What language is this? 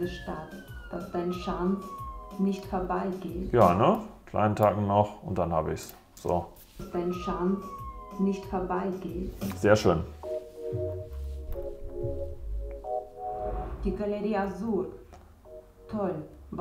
German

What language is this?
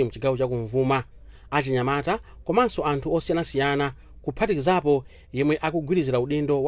Nyanja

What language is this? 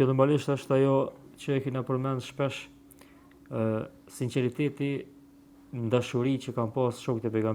Albanian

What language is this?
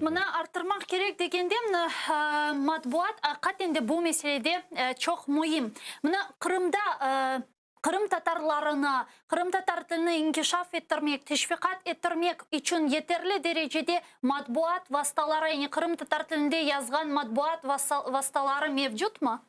Crimean Tatar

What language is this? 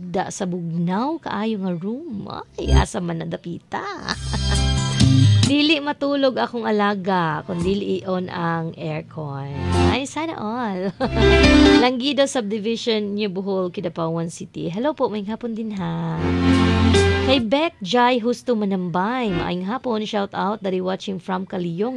Cebuano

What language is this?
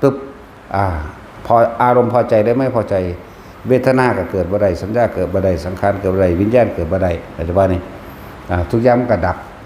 Northeastern Thai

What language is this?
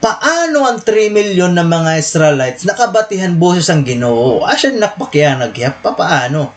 Waray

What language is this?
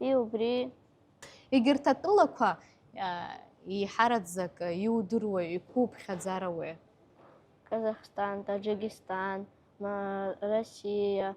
Abkhazian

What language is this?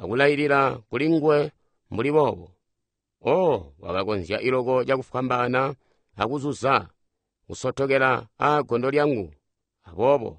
Tonga (Zambia)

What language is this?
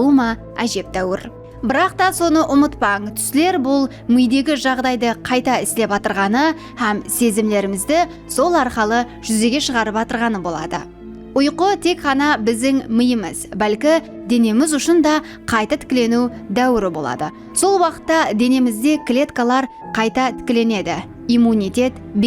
Kara-Kalpak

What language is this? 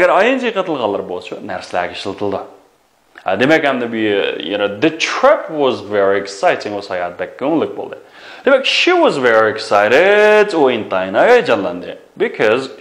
Uyghur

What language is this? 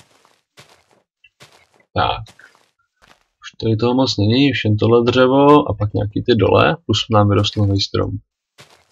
Czech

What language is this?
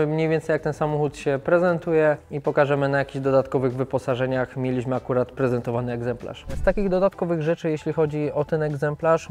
Polish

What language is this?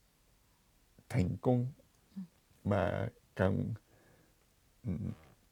Vietnamese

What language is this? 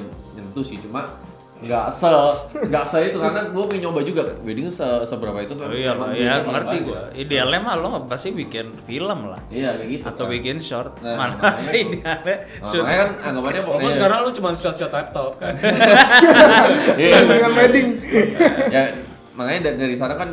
Indonesian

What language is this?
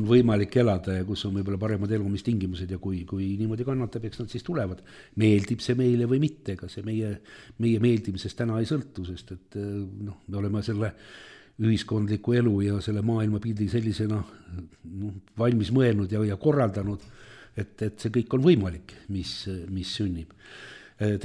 Estonian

